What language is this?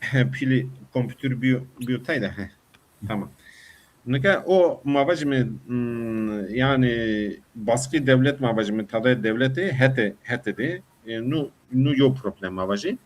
Zaza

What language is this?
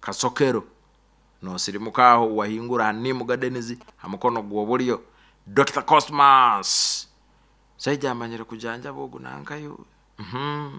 Nyoro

